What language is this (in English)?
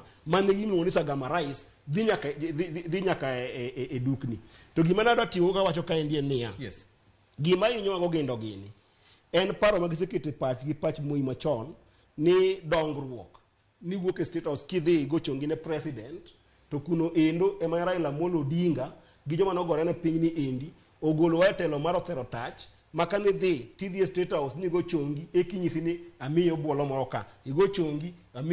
Luo (Kenya and Tanzania)